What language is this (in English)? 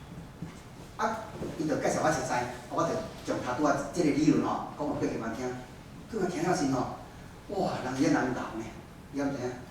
Min Nan Chinese